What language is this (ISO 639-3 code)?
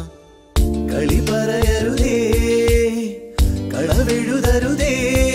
mal